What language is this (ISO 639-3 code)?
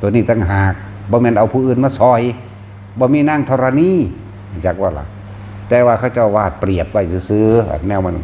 tts